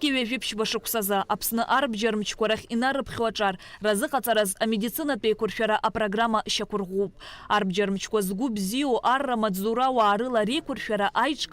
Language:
Abkhazian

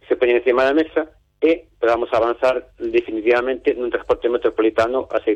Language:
Galician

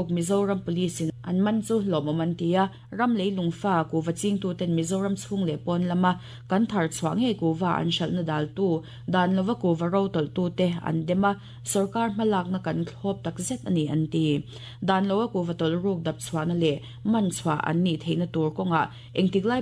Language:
Mizo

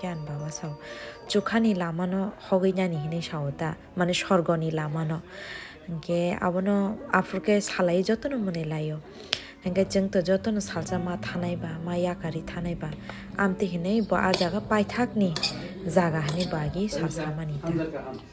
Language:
Kok Borok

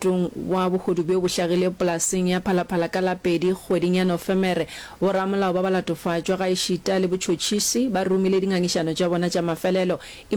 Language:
Northern Sotho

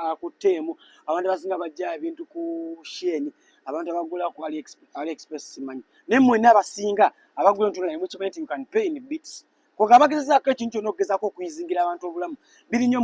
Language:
Ganda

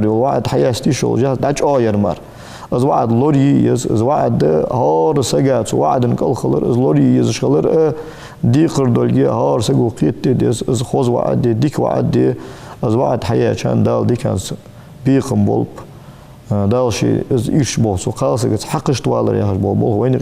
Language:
Ingush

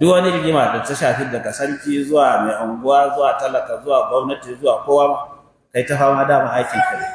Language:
Hausa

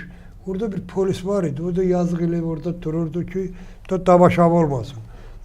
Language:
Azerbaijani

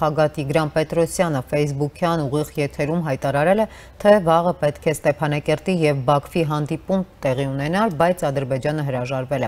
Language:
Armenian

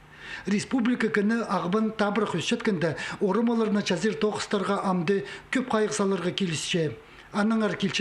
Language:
Khakas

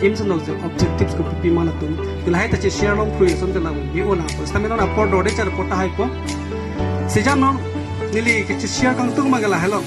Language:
Karbi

